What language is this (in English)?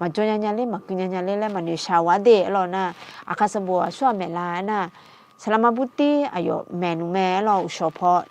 Akha